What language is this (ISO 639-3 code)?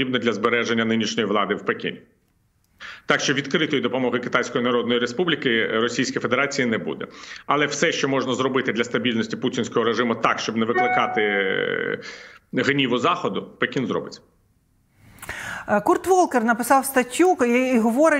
ukr